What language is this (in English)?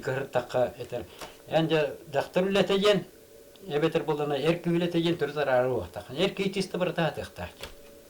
Yakut